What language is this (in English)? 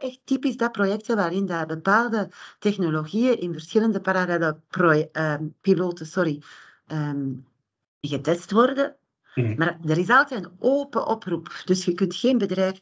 Dutch